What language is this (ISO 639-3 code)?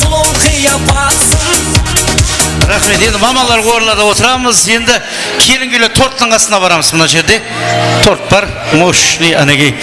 kaa